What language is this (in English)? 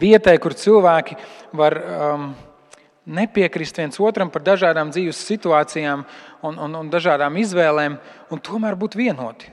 Latvian